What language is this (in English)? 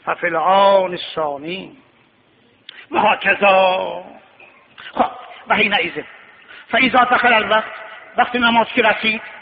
Persian